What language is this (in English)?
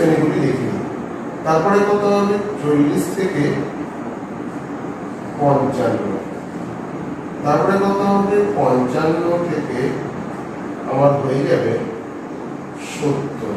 Bangla